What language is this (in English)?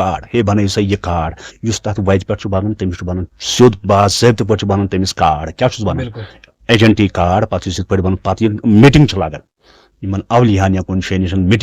Kashmiri